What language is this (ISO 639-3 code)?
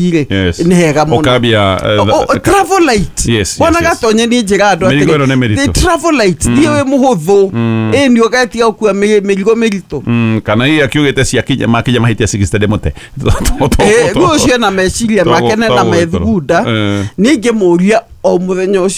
kik